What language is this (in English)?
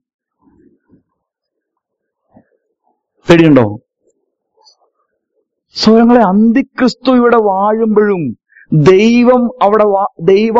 Malayalam